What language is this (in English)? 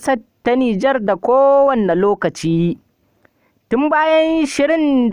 Hausa